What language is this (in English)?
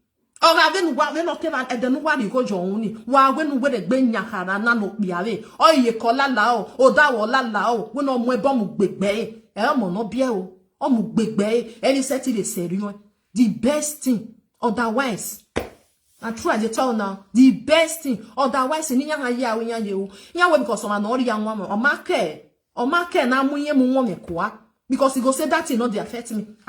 Nigerian Pidgin